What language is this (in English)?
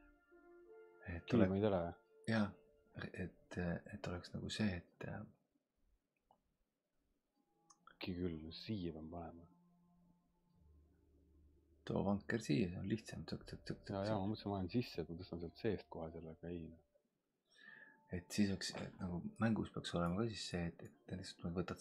Estonian